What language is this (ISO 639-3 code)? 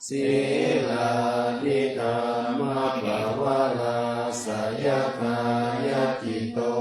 pli